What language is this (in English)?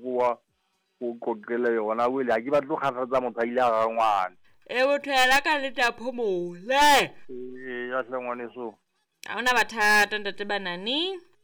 Southern Sotho